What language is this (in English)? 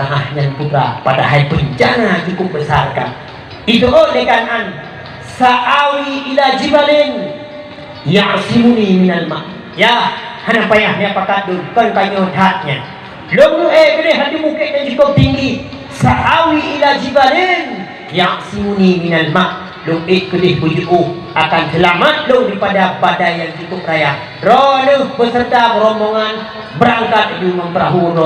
Achinese